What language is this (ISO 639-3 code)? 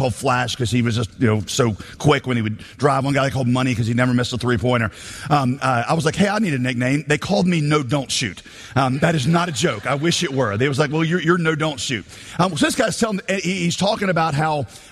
eng